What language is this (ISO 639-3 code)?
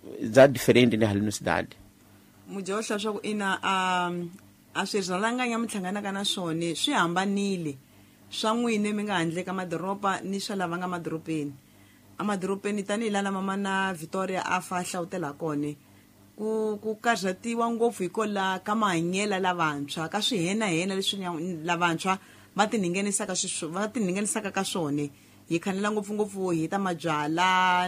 tso